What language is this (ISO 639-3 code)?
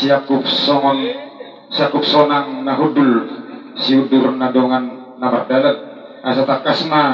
bbc